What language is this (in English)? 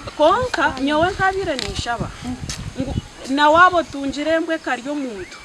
Nyankole